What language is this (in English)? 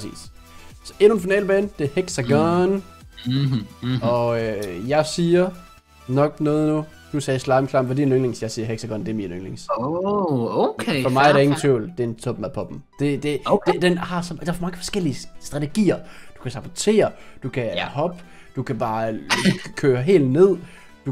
Danish